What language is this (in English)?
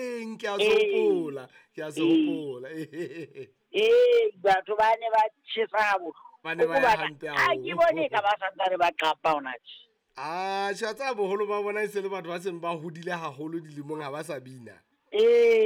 Southern Sotho